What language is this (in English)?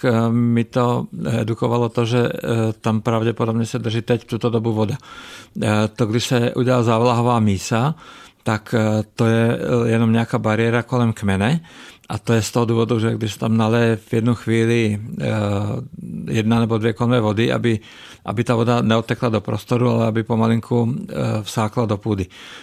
Czech